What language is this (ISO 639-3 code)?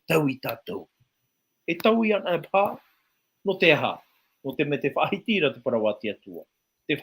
tah